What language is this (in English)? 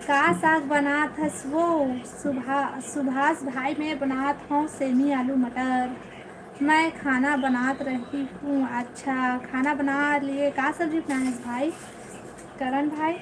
Chhattisgarhi